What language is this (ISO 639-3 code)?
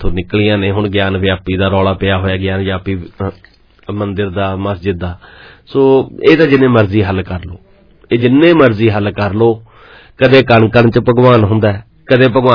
pan